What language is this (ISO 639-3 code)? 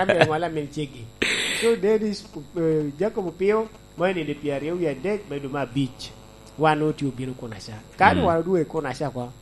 laj